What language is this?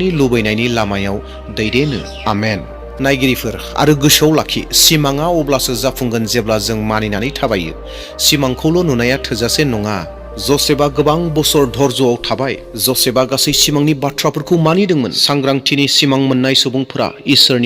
Bodo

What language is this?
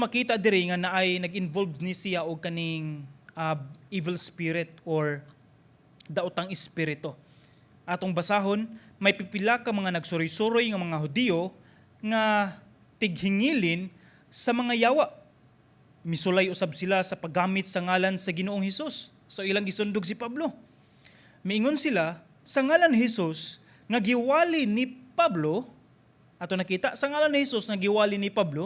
Cebuano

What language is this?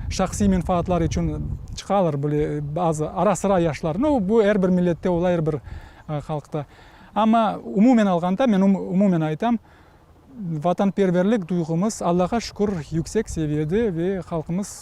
Crimean Tatar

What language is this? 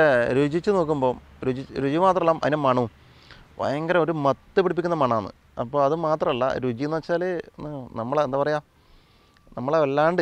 Malayalam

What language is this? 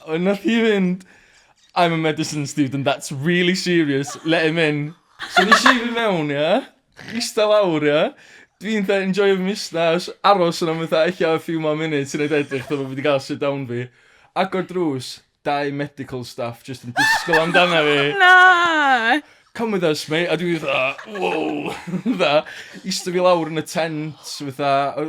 Welsh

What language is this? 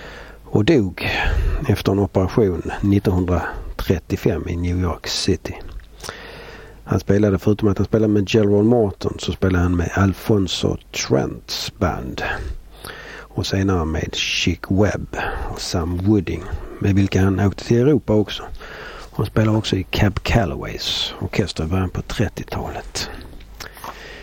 Swedish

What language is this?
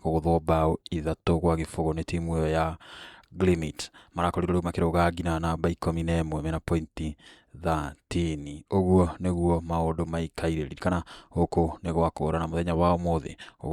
Kikuyu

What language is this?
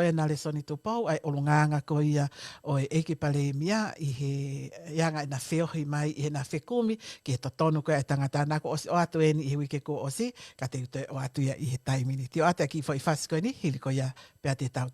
Tongan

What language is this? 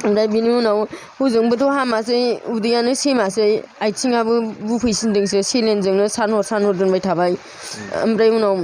Bodo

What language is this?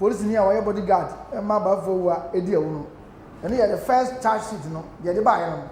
Akan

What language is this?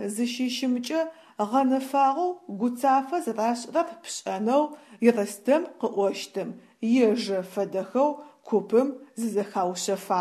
Adyghe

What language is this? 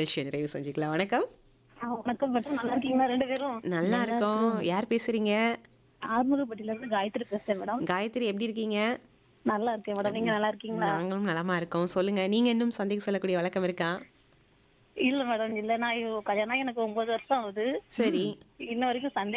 Tamil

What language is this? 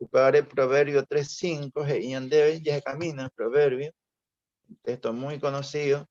Guarani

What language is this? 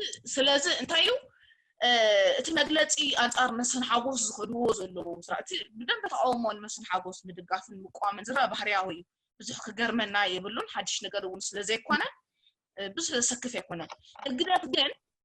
Tigrinya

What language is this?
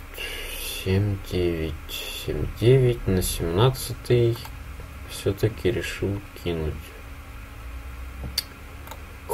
Russian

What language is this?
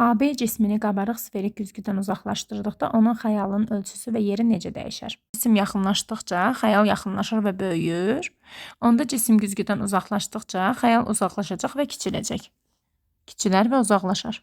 Azerbaijani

